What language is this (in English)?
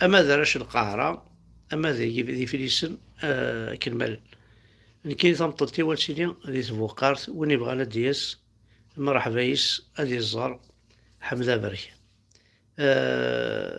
Kabyle